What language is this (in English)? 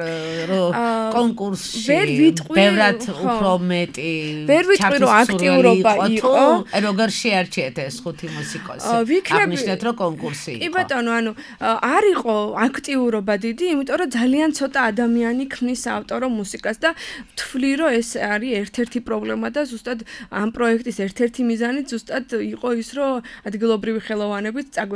Georgian